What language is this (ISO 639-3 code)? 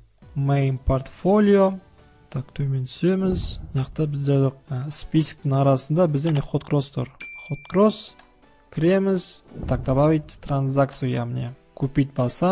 kaz